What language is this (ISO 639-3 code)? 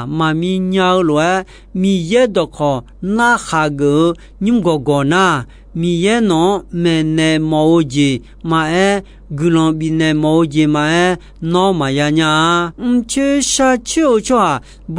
ahk